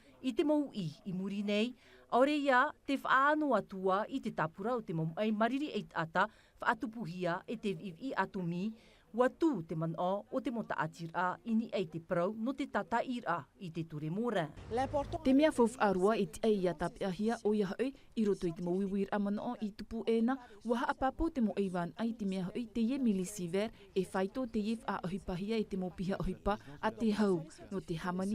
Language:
Tahitian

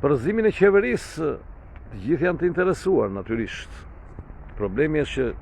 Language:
Albanian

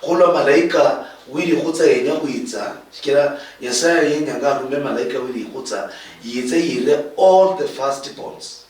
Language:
Luyia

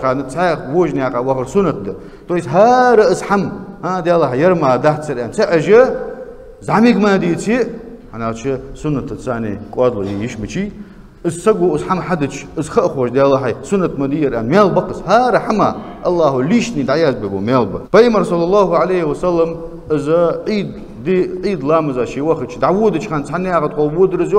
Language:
Ingush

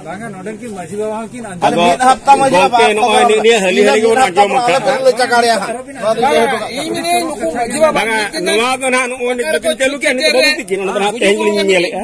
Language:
Santali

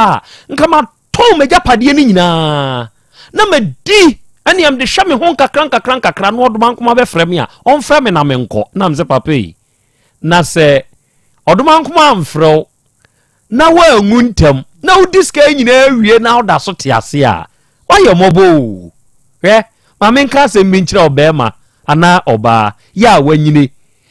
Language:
Akan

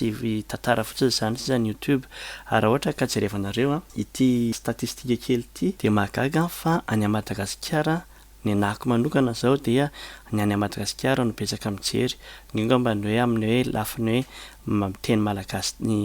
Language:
Malagasy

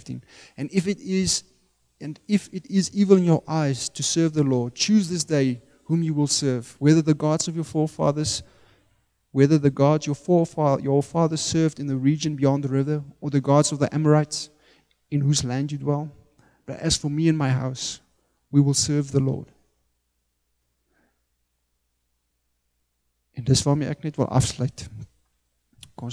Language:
Afrikaans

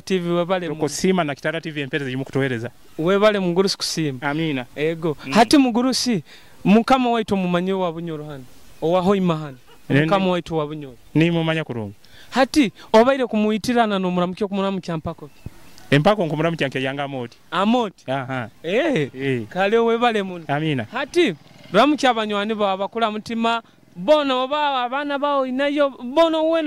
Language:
Nyoro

